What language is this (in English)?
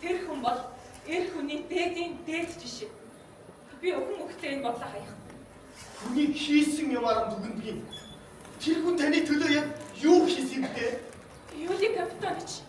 Mongolian